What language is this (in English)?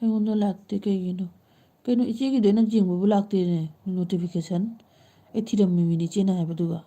Manipuri